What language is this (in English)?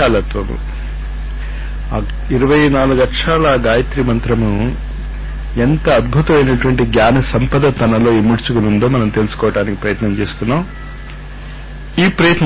Telugu